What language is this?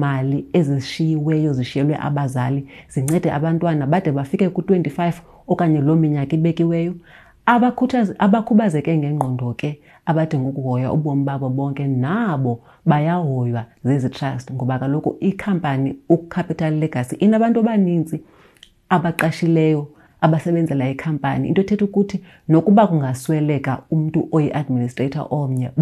Xhosa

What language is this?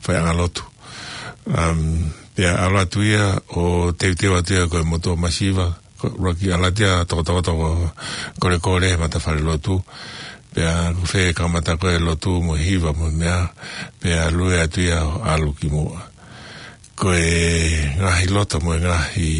Tongan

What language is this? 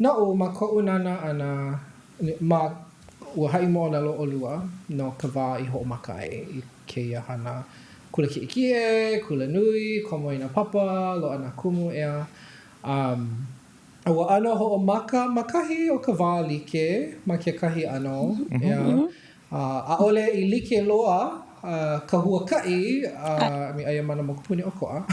Hawaiian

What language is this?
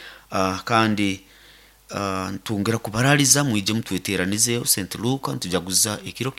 Nyoro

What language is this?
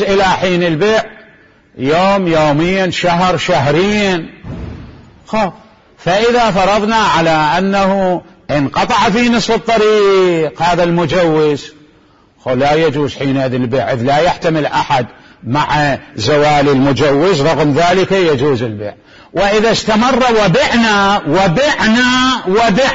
Mesopotamian Arabic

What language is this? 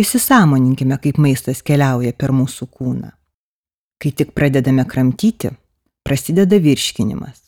Lithuanian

